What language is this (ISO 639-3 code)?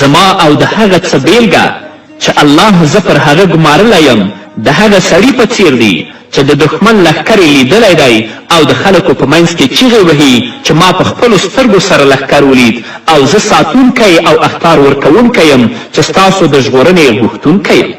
pus